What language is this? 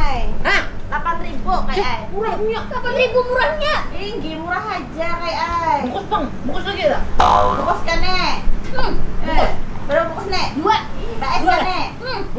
Banjar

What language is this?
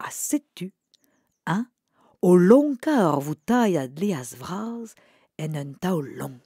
Breton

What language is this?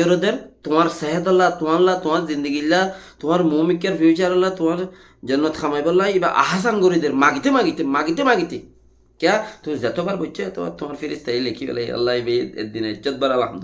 Rohingya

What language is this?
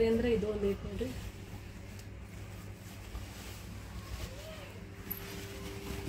Kannada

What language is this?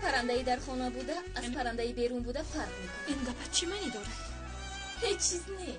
Tajik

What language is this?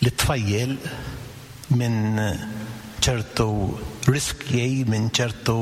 Maltese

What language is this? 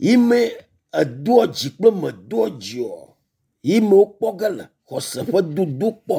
Ewe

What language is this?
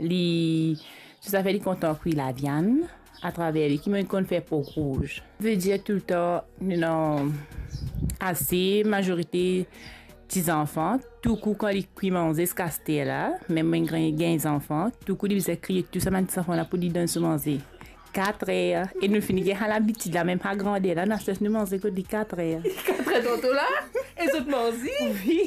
Morisyen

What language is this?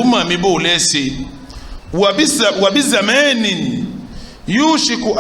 Yoruba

